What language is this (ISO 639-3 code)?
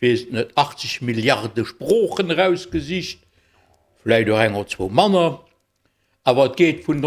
ltz